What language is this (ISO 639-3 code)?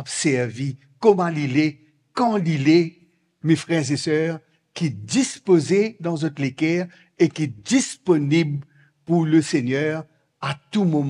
mfe